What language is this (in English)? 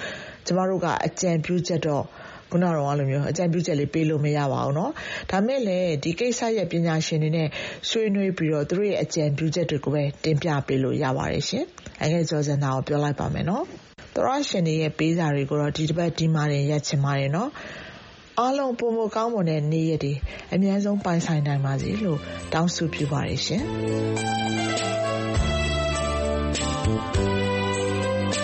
Burmese